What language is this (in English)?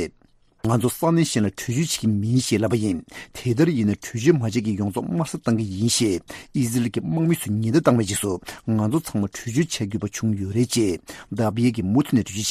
Tibetan